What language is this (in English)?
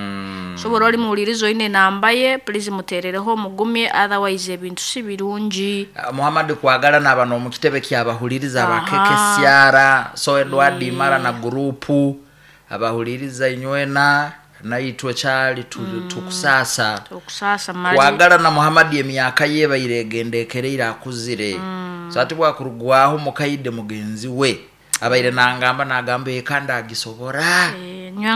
Nyoro